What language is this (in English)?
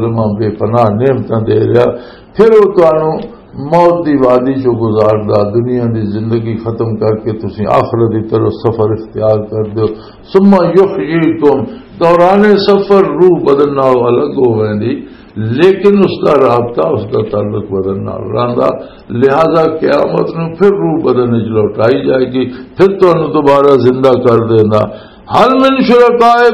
Western Panjabi